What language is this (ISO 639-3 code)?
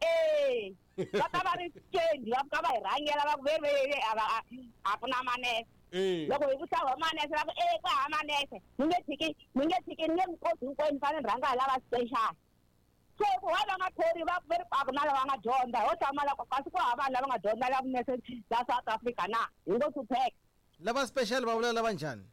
tso